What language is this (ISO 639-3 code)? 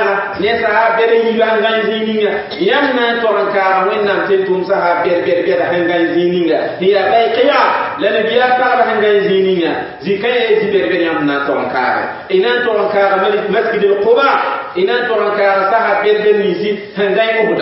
mos